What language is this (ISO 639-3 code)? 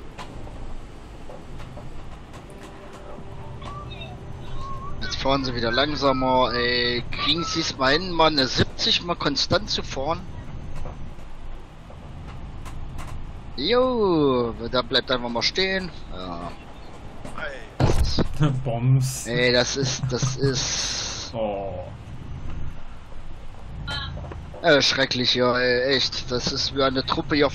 deu